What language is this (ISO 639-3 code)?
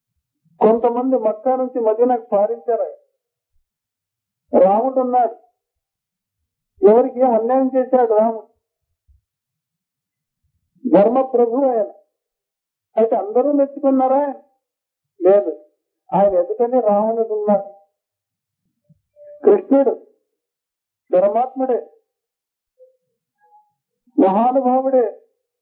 tel